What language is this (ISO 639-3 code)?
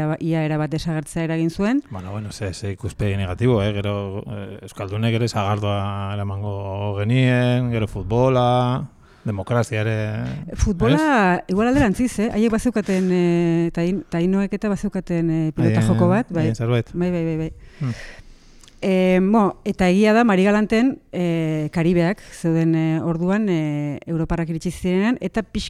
eus